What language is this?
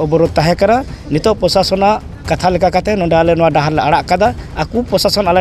Santali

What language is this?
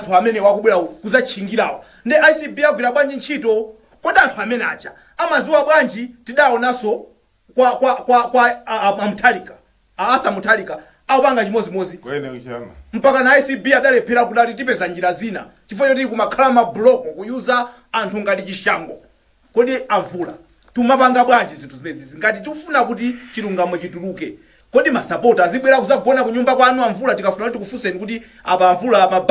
Nyanja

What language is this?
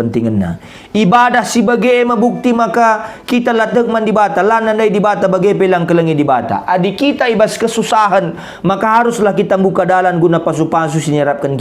Batak Karo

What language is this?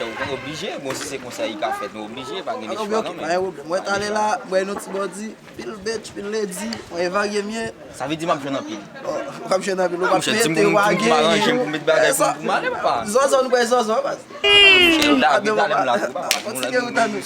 Haitian Creole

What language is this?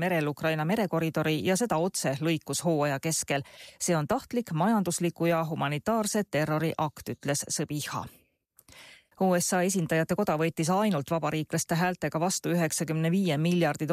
Estonian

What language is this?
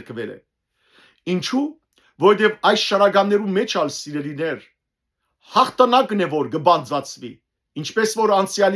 Western Armenian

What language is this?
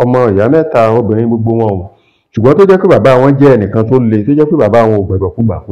Yoruba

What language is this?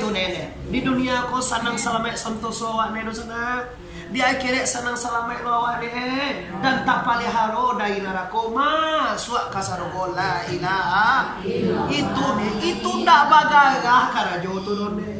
Minangkabau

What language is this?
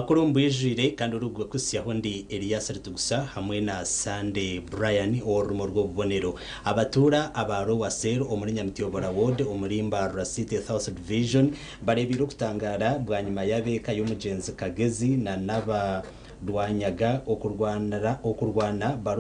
Nyankole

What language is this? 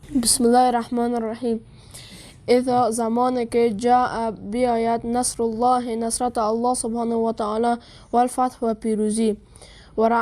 Persian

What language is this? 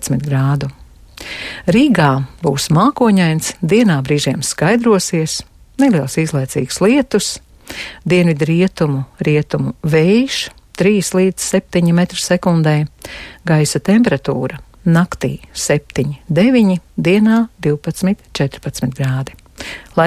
Latvian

